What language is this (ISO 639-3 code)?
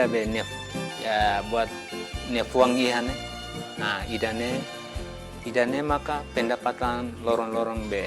tet